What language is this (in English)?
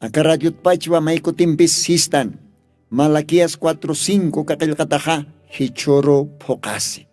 Aymara